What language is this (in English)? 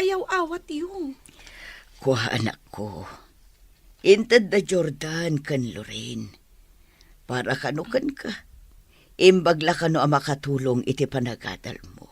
Iloko